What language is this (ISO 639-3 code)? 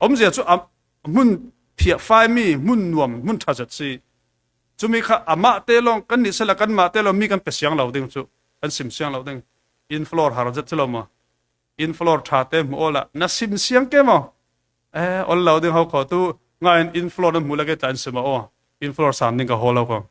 cfm